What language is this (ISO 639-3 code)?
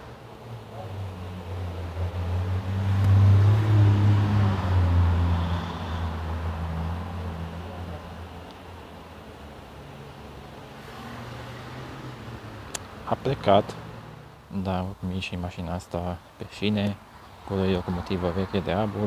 ron